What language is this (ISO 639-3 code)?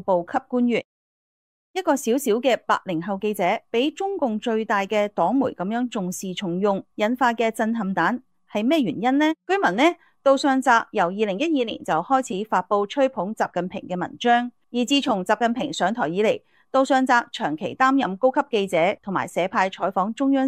yue